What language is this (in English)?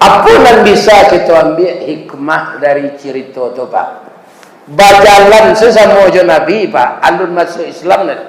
Minangkabau